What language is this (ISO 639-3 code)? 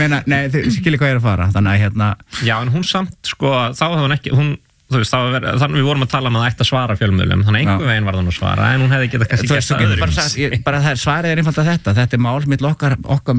isl